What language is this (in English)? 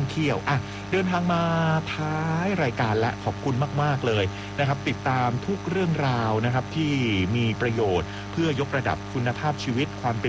Thai